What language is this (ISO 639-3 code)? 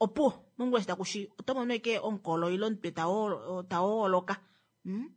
kua